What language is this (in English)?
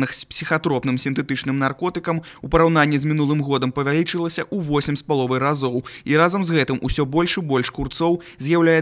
Belarusian